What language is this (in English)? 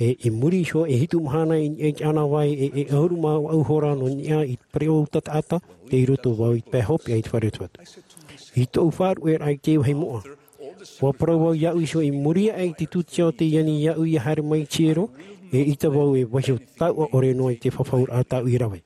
Tahitian